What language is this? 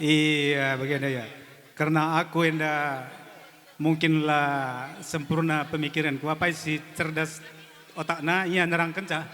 Batak Karo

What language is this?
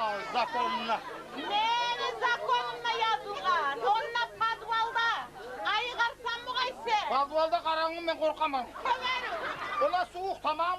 Kumyk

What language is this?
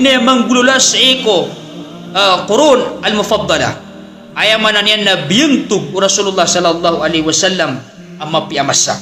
Maranao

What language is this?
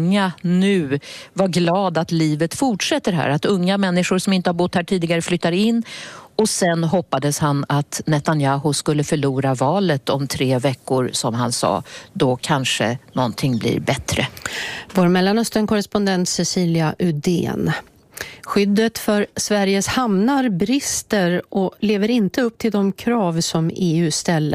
Swedish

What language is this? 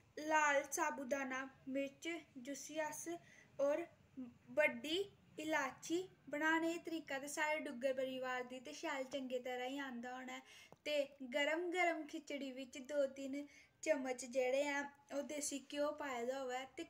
Dogri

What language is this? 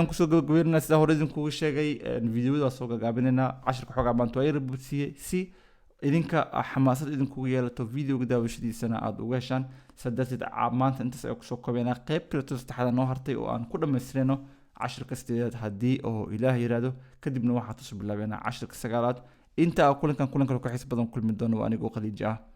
Somali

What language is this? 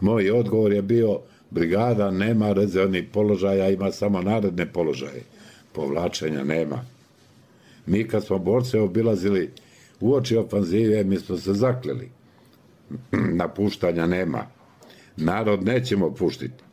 Bosnian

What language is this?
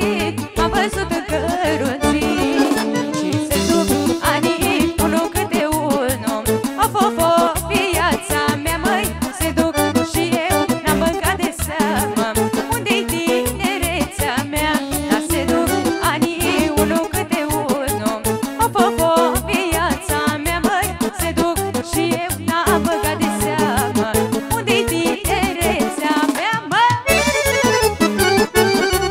Romanian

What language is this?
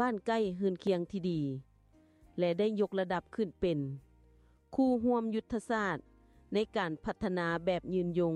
Lao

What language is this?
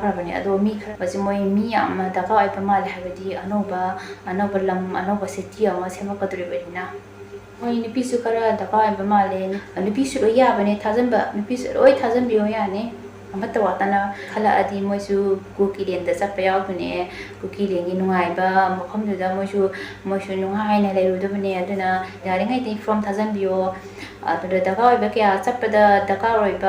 Manipuri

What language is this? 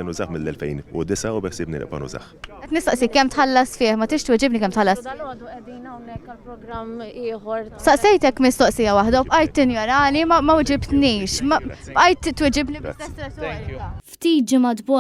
Maltese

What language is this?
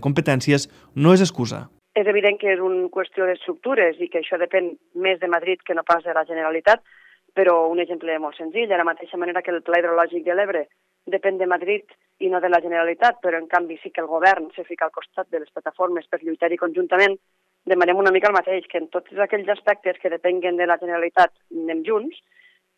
Catalan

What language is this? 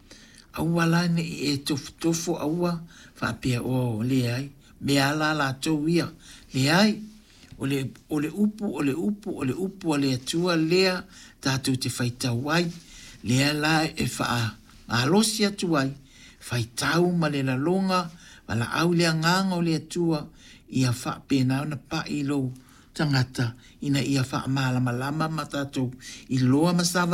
Samoan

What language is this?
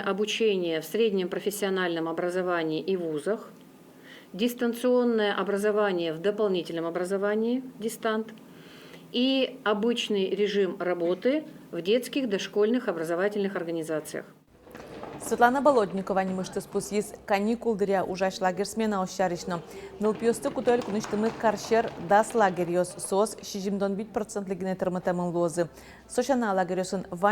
Udmurt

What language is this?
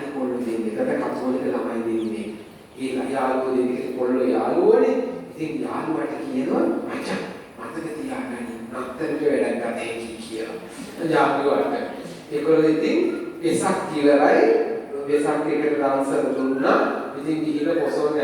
Sinhala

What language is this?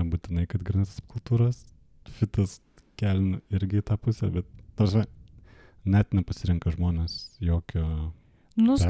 Lithuanian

